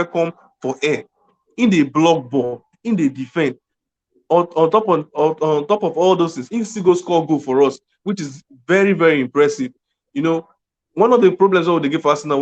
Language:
Nigerian Pidgin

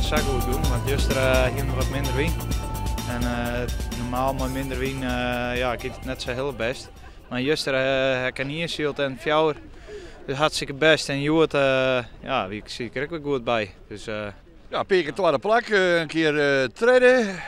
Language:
Western Frisian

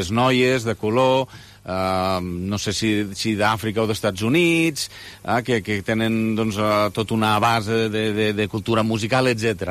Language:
Catalan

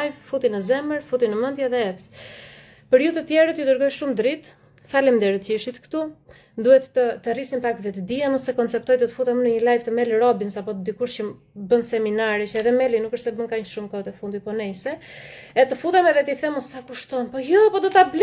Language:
Albanian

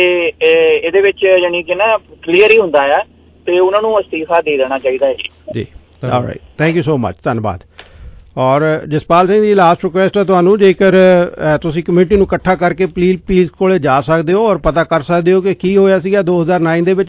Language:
Punjabi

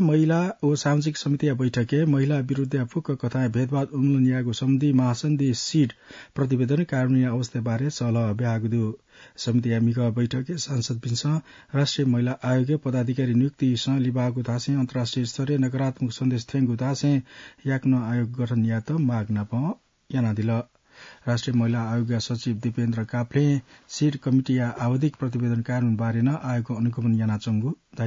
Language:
Newari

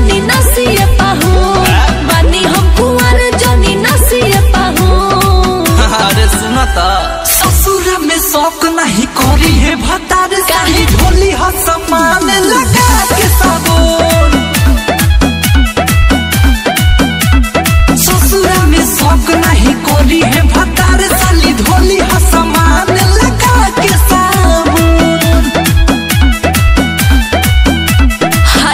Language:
Bhojpuri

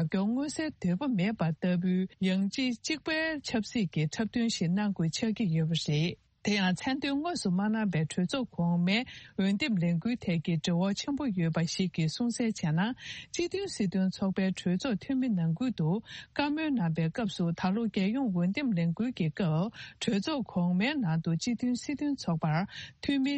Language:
Tibetan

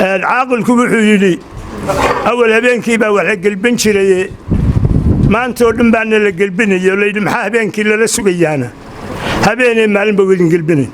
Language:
Somali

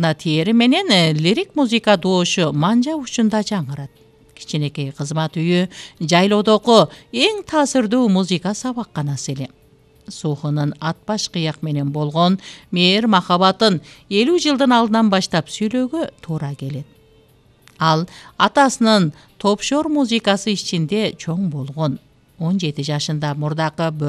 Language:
Kyrgyz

